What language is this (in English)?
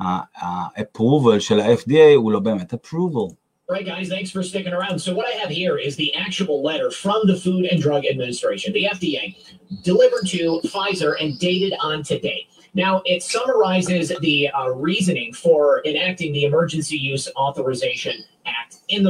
Hebrew